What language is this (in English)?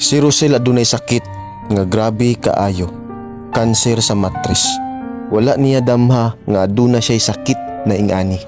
Cebuano